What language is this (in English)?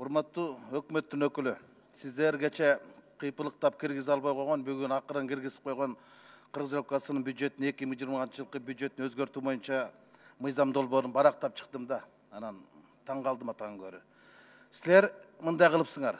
Kyrgyz